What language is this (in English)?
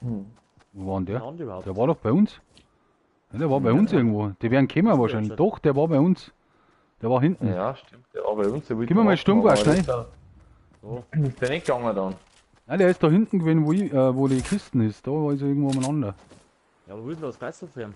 Bavarian